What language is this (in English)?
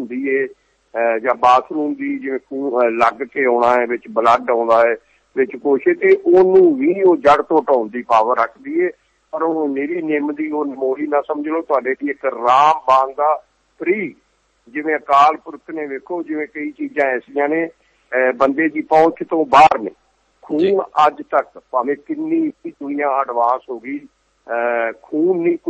Punjabi